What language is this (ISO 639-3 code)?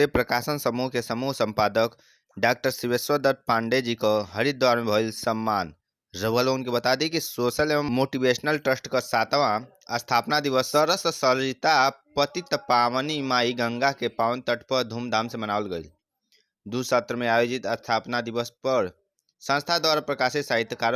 bho